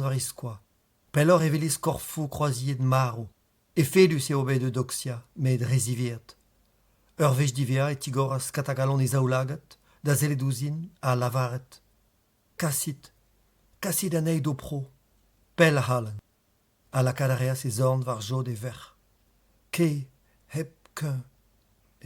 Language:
Breton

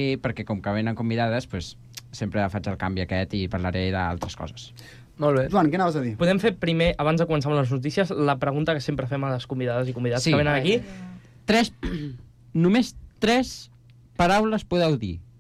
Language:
Catalan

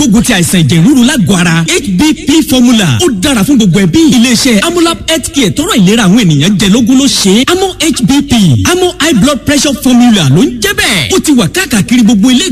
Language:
Yoruba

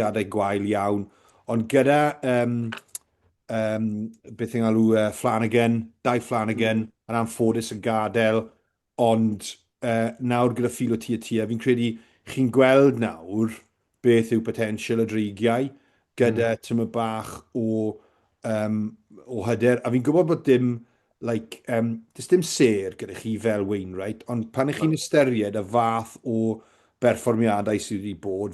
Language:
Welsh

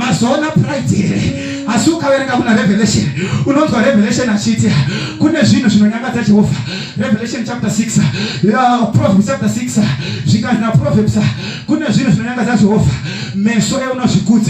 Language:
Shona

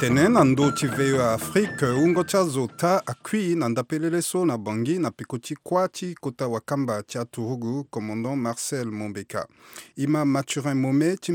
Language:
Sango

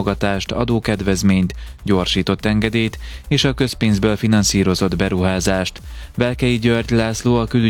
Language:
Hungarian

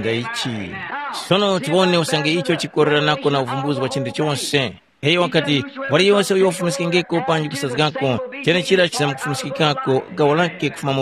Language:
Tumbuka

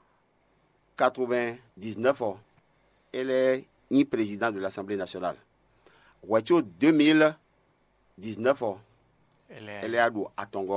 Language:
Fon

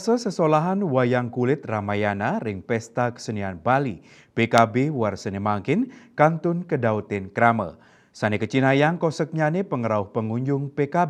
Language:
Balinese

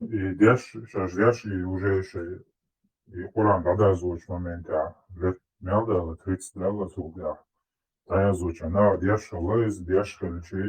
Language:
Chechen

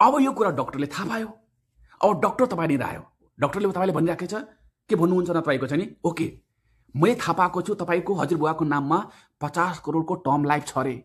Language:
Nepali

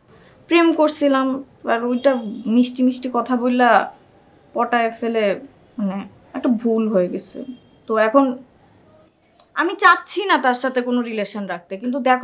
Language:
Bangla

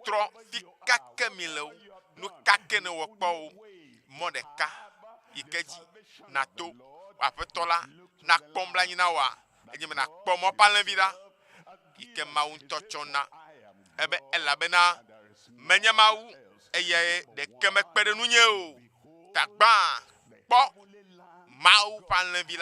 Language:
Ewe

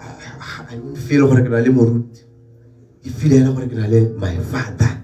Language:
Tswana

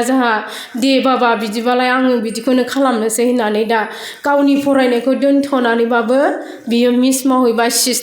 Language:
Bodo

